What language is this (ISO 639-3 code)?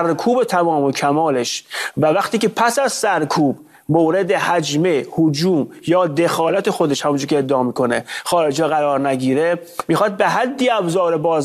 fas